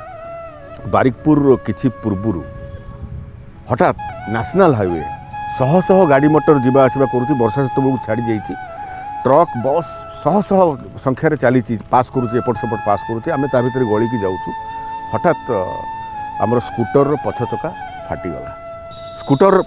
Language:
Odia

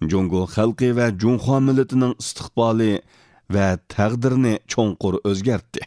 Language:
Uyghur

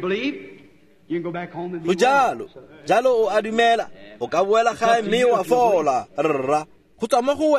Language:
Tswana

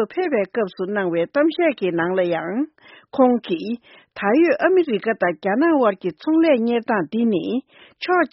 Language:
Tibetan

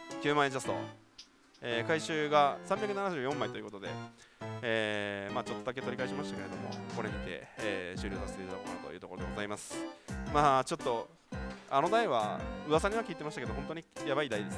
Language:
Japanese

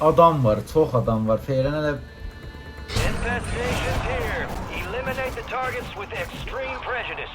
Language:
South Azerbaijani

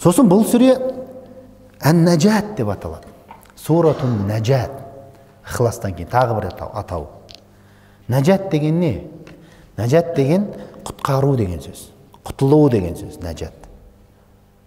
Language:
Kazakh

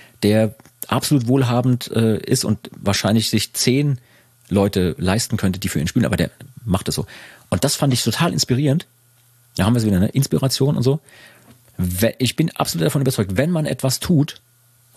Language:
German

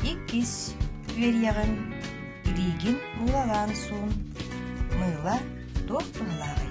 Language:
Yakut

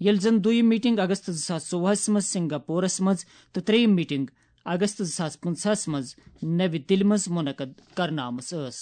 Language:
Kashmiri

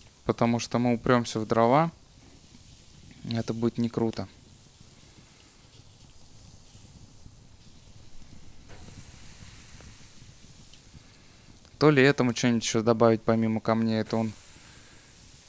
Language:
Russian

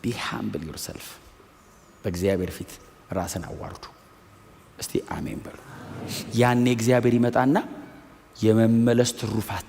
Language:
Amharic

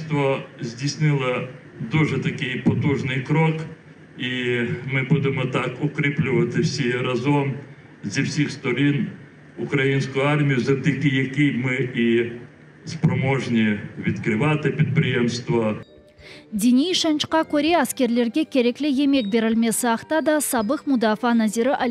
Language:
Crimean Tatar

